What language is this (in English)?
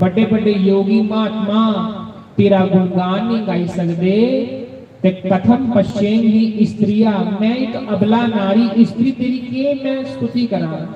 Dogri